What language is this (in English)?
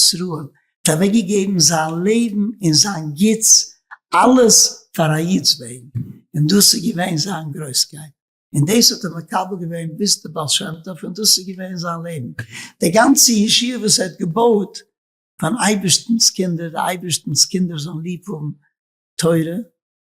Yiddish